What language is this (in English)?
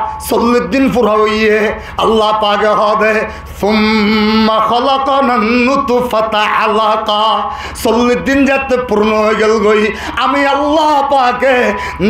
Rohingya